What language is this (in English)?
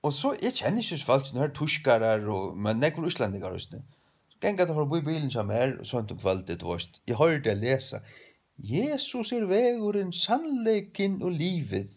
Faroese